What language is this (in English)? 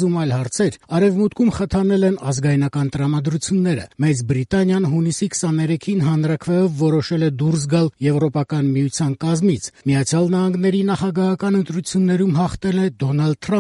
Armenian